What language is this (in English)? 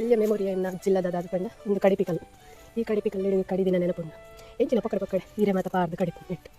Tulu